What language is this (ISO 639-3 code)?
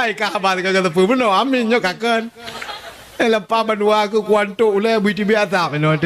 ace